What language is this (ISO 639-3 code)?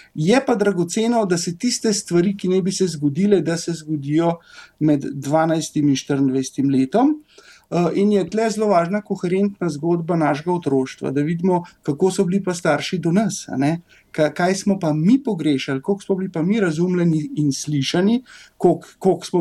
slv